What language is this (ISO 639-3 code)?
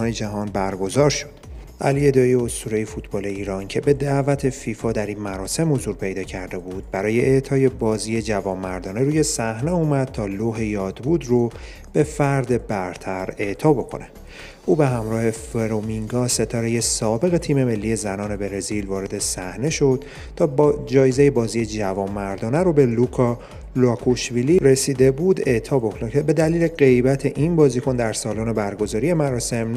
fas